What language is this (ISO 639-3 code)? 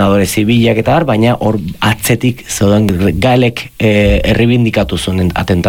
eus